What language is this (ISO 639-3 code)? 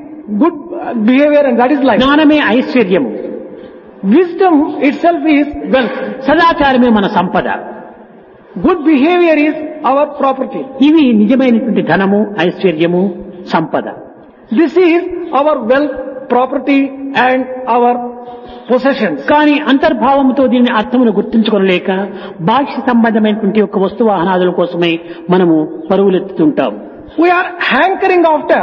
tel